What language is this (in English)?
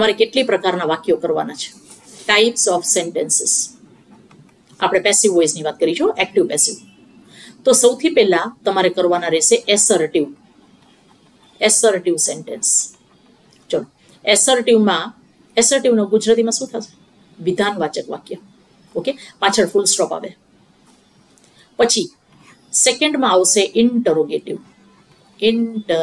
Gujarati